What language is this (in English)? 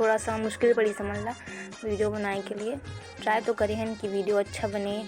Chhattisgarhi